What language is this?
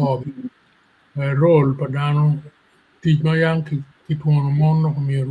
Acoli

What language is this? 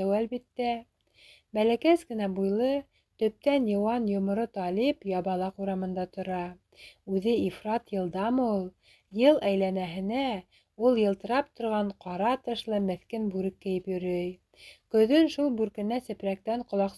Bashkir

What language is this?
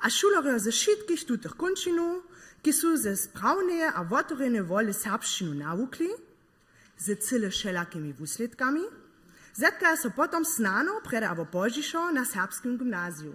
Upper Sorbian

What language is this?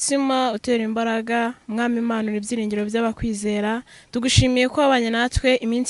Kinyarwanda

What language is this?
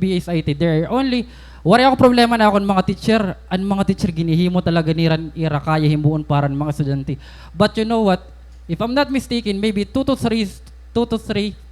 Waray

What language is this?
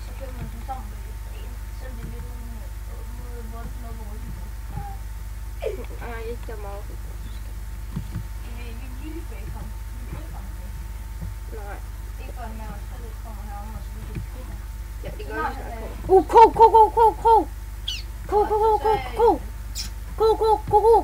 Danish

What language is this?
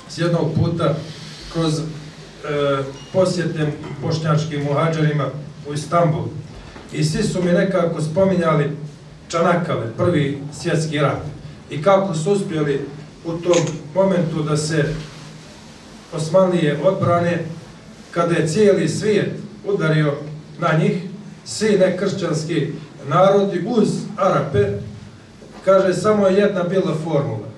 Bosnian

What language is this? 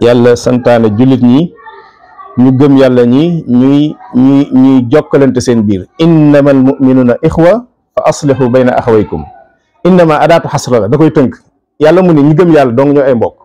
Wolof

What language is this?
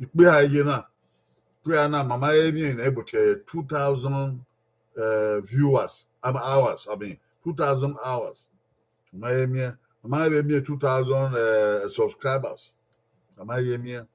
Bini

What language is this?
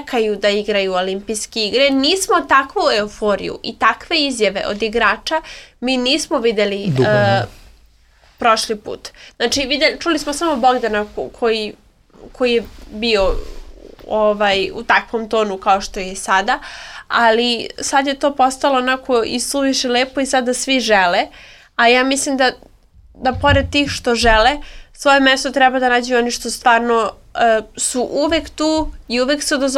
Serbian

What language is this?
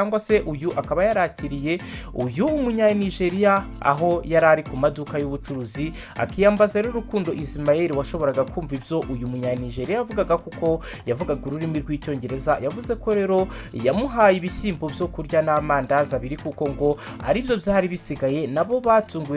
Kinyarwanda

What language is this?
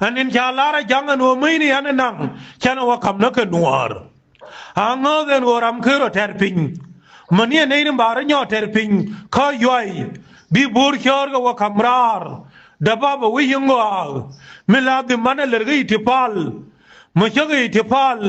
Nuer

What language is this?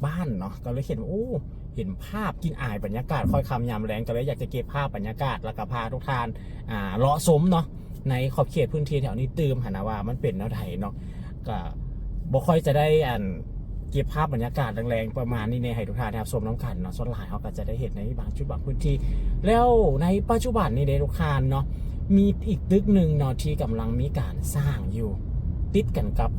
Lao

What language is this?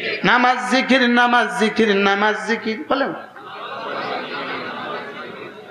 Bangla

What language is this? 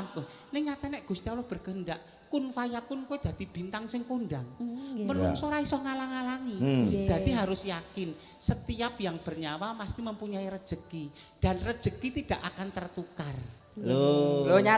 Javanese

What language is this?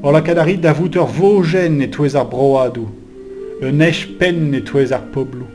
Breton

